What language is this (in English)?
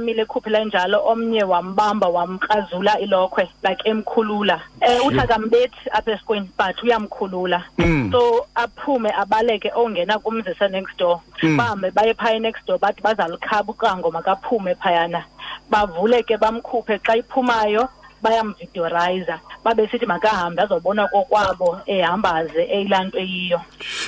Xhosa